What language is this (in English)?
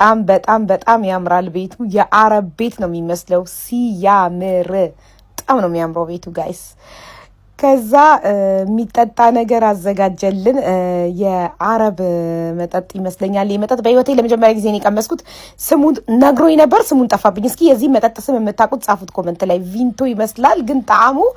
Amharic